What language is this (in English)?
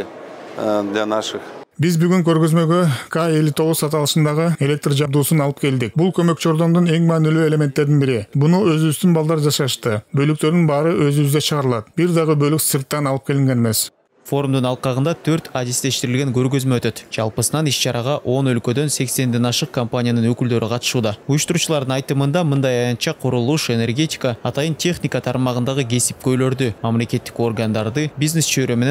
Kyrgyz